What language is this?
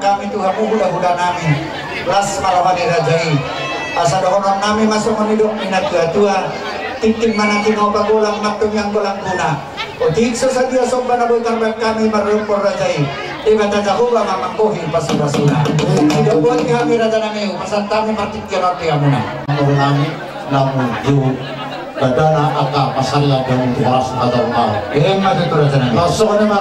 Batak Toba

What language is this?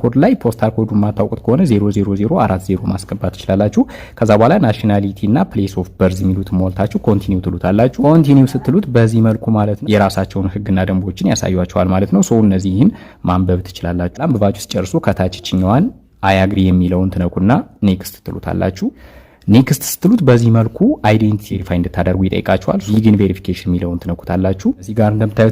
Amharic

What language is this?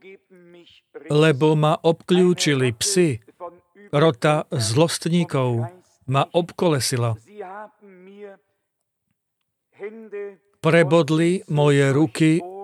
Slovak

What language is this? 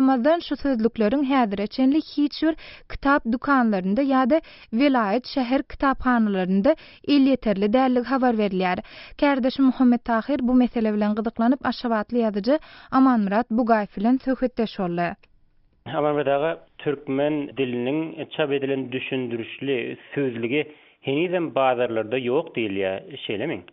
Turkmen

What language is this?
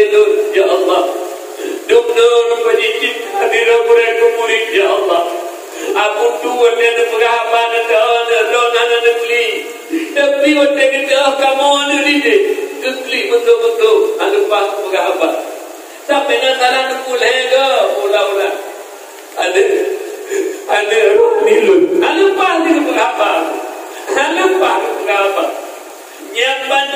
Achinese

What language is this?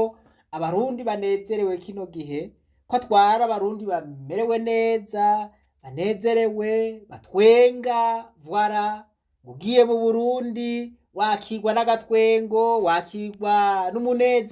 Rundi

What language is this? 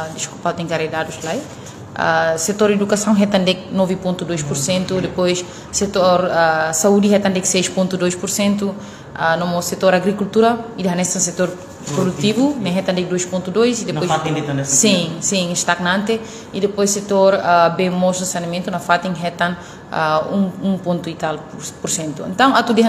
Tetum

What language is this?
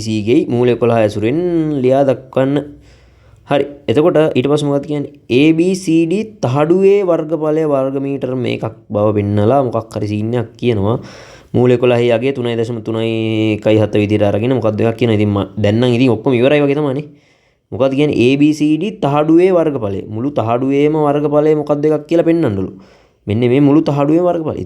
Sinhala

